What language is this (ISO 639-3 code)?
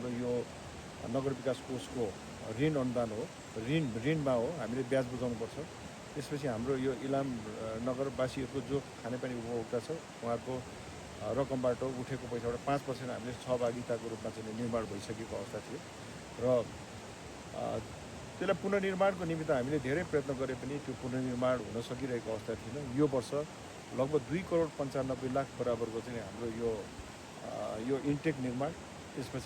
nep